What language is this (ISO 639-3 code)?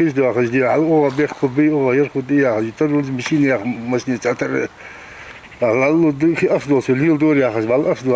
inh